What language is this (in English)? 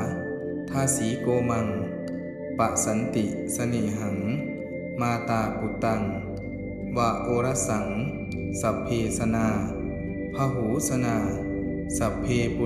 Pali